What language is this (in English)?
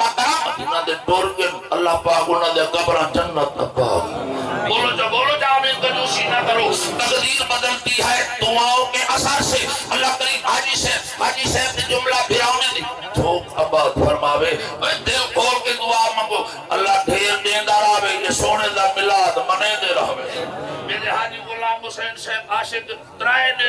Saraiki